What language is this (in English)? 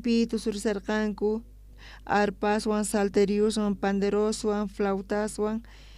South Bolivian Quechua